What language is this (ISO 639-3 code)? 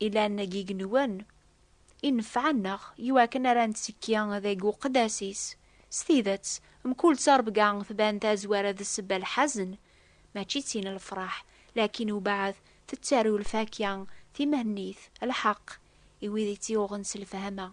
kab